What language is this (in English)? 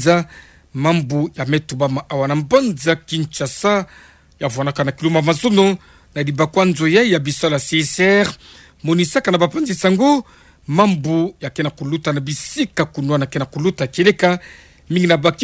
Kituba (Democratic Republic of Congo)